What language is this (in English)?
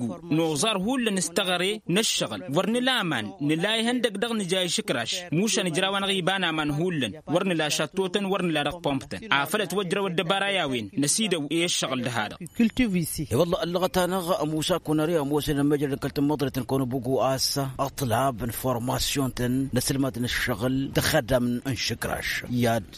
Tamasheq